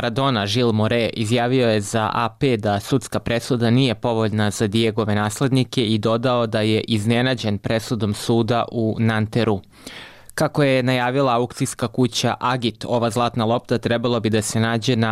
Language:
Serbian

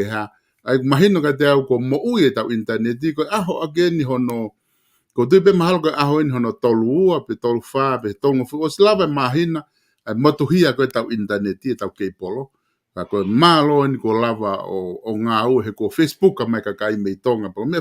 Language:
Tongan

